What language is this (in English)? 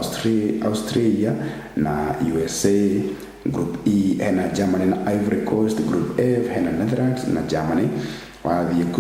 Kikuyu